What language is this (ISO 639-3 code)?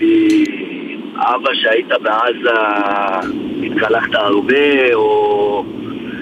heb